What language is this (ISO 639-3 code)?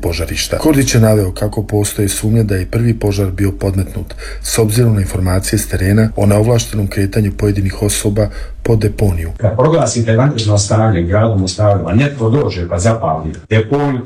hrv